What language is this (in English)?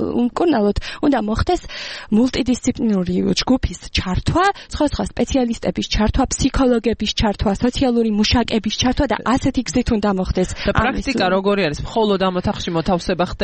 Georgian